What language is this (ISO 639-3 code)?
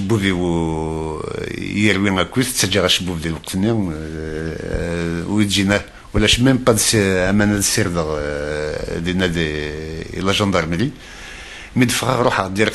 kab